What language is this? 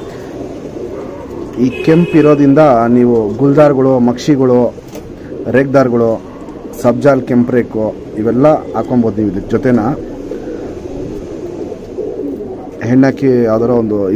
Kannada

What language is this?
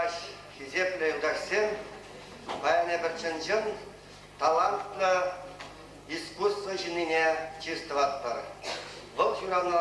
Chuvash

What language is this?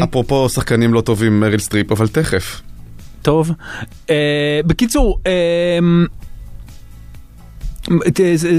Hebrew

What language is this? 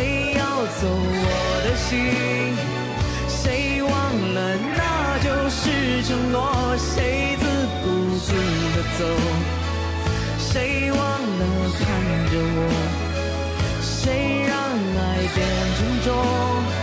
Chinese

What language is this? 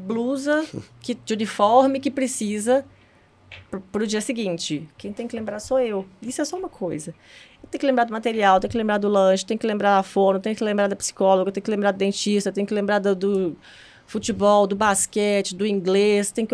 Portuguese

